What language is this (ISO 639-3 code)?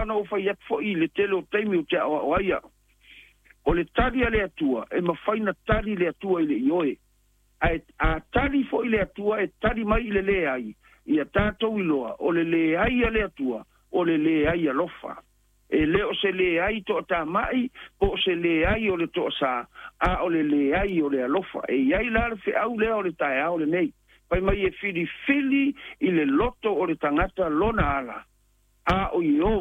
smo